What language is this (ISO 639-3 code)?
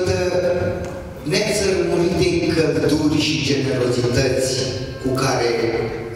ron